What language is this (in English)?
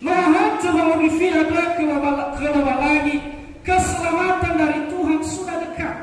Nias